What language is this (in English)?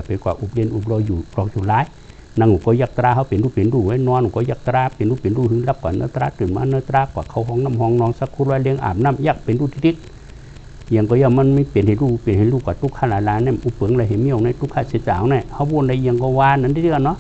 Shan